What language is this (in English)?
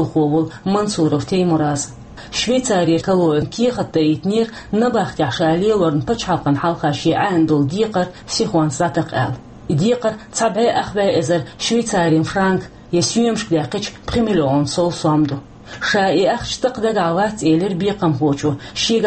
Chechen